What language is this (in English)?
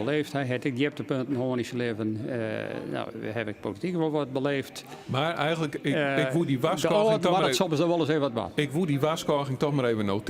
Western Frisian